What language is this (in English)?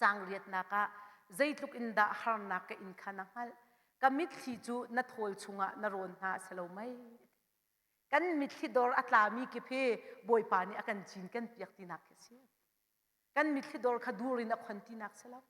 Hakha Chin